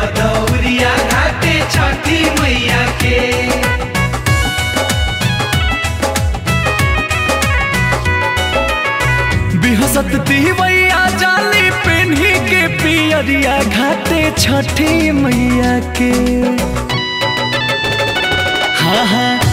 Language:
Bhojpuri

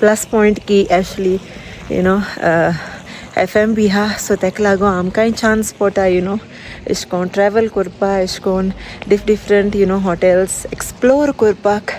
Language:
Konkani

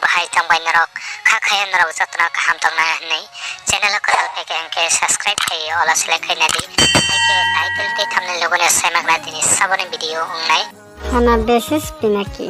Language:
Kok Borok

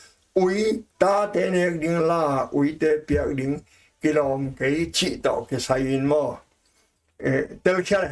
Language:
Tedim Chin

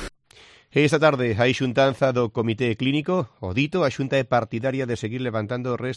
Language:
Galician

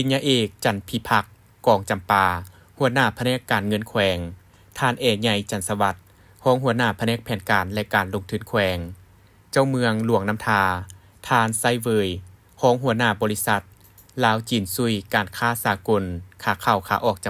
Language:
Lao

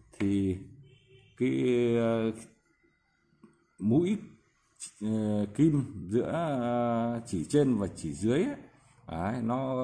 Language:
Vietnamese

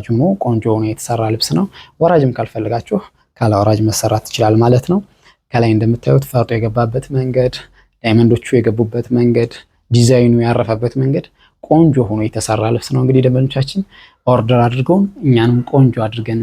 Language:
Amharic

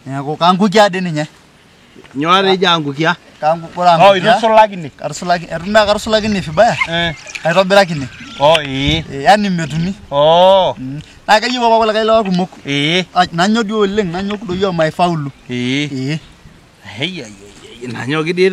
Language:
Masai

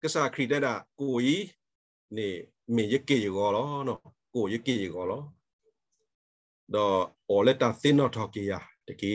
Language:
S'gaw Karen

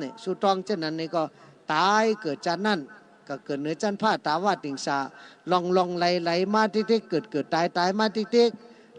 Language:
Shan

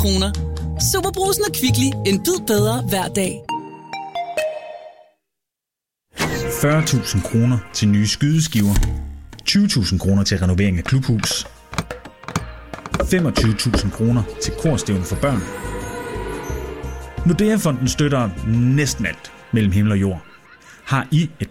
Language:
Danish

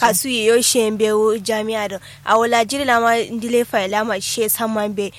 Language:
Kanuri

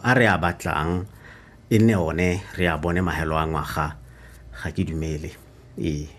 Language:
Tswana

